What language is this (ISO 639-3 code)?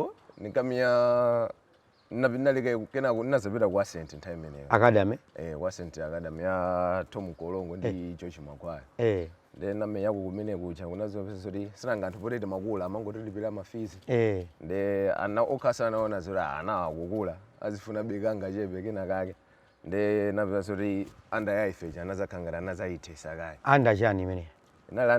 nya